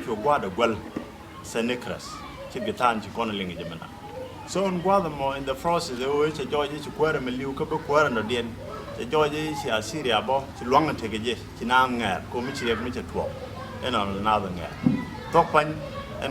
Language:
Nuer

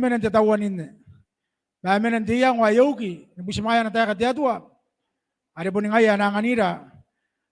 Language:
Gilbertese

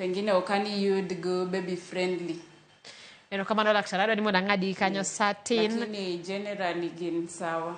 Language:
Luo (Kenya and Tanzania)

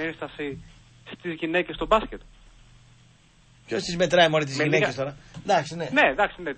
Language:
Greek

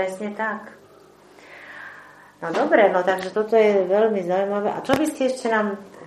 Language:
Slovak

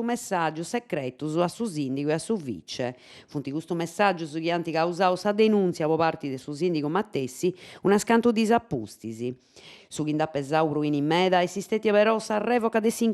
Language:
Sardinian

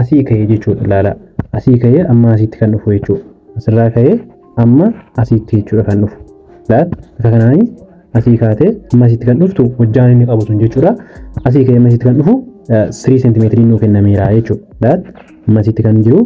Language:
Oromo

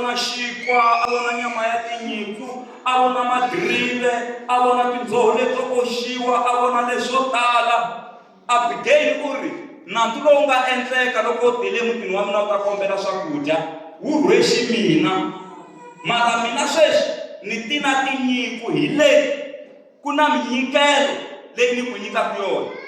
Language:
Tsonga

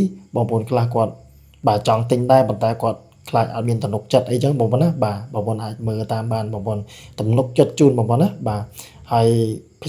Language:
Khmer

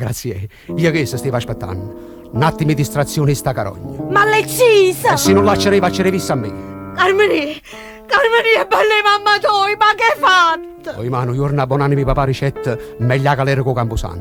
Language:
Neapolitan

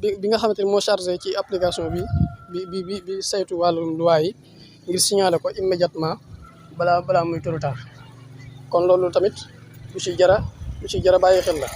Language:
Wolof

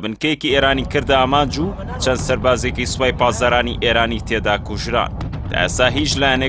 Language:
Central Kurdish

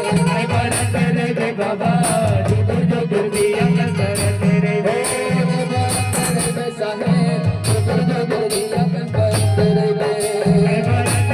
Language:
Chhattisgarhi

